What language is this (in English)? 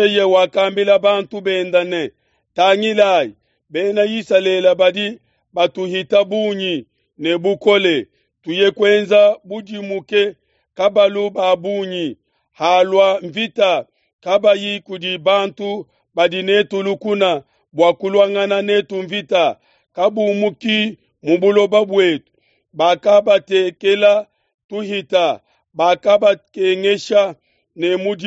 Luba-Lulua